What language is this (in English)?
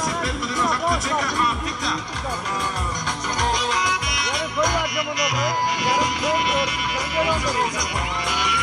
Turkish